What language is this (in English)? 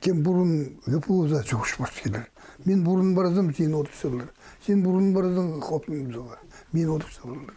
Khakas